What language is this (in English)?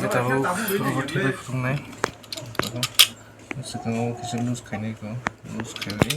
Kok Borok